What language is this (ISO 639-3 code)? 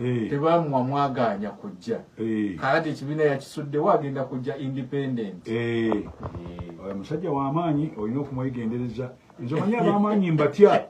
lug